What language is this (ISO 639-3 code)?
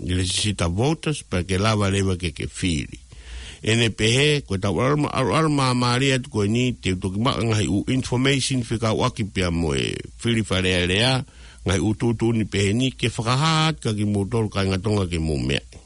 ton